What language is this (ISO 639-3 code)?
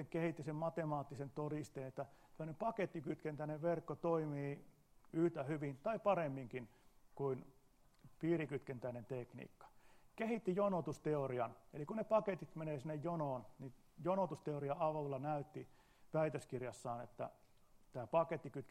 fin